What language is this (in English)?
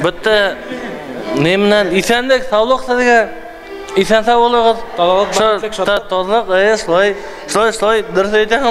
Bashkir